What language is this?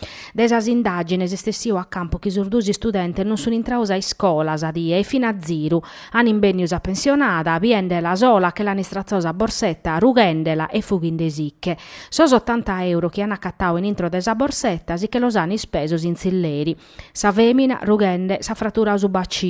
Sardinian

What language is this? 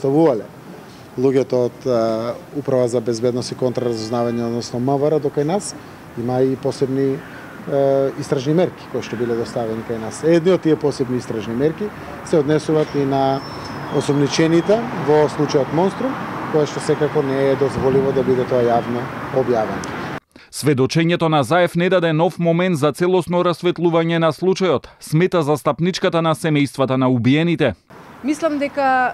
Macedonian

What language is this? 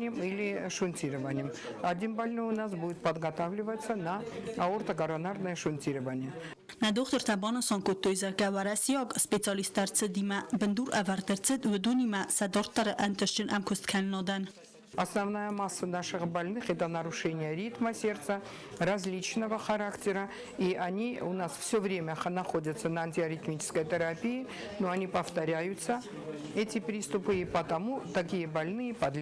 Ossetic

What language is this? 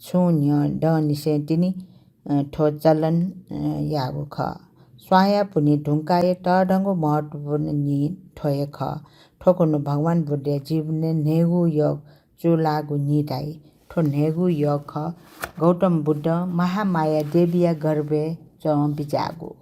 Newari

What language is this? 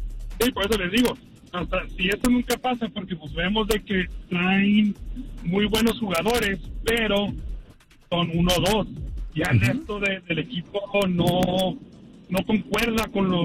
Spanish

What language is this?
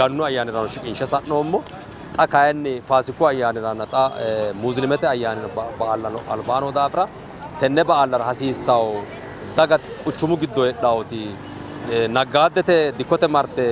Sidamo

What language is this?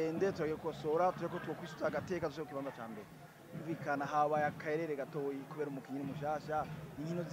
Rundi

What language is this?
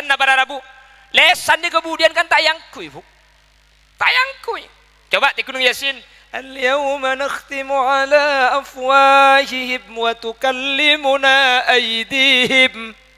Madurese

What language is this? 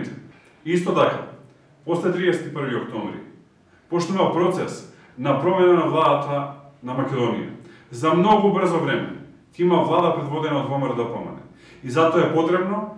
Macedonian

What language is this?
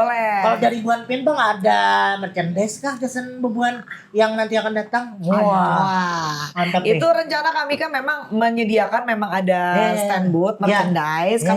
Banjar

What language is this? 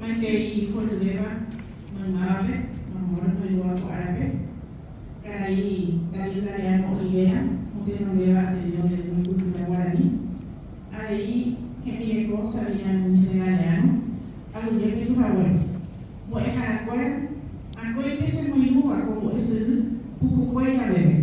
Guarani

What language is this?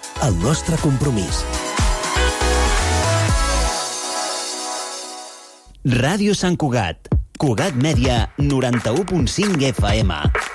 Catalan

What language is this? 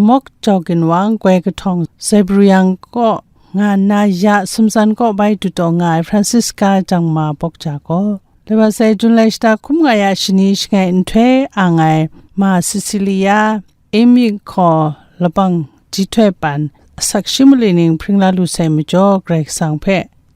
Kachin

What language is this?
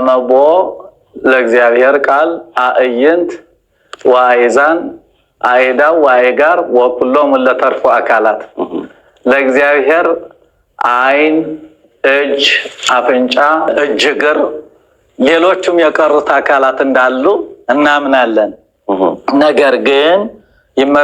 Amharic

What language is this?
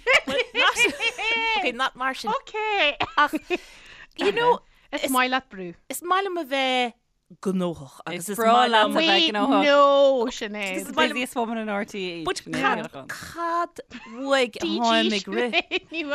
Irish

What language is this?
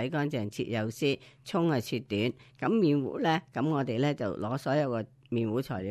Cantonese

